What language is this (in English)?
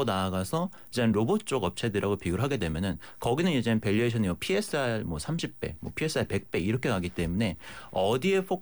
Korean